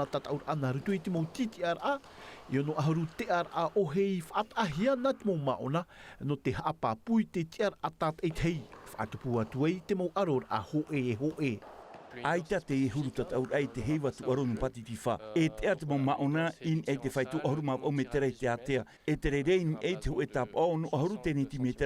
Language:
Tahitian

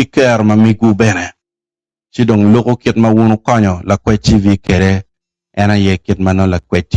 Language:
Acoli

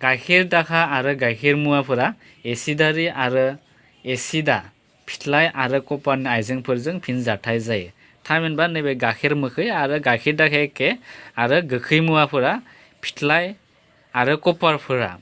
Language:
Bodo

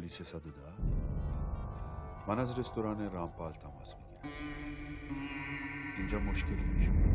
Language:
Persian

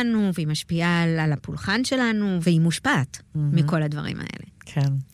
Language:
Hebrew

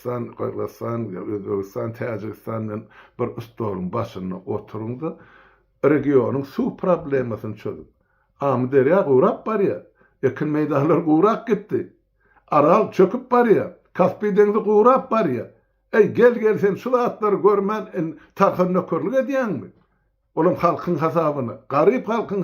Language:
Turkmen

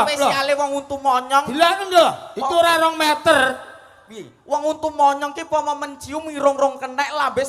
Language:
Javanese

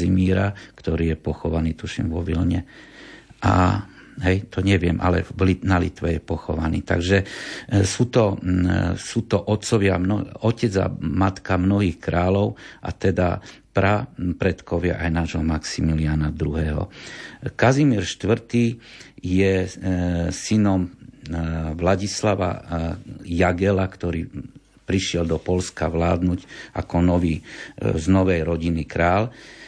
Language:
Slovak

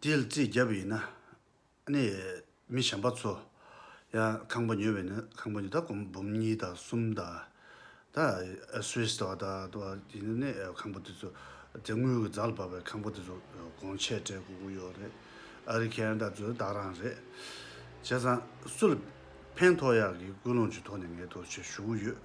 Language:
Tibetan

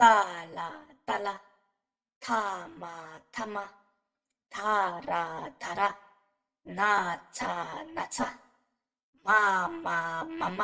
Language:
Tibetan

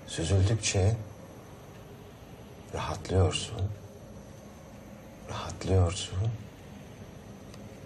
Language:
Turkish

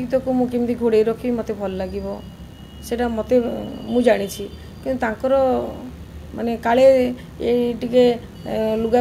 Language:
Odia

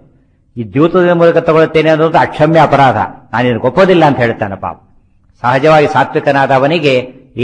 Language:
Kannada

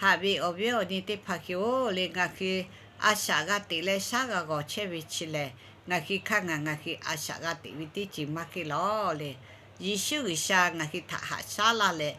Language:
Lahu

